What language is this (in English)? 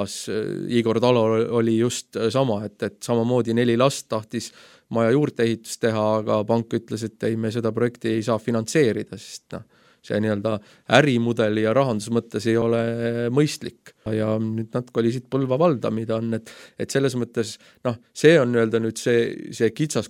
Estonian